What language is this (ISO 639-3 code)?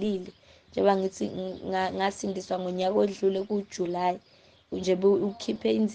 zul